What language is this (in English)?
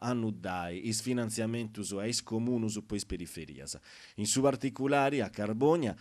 Sardinian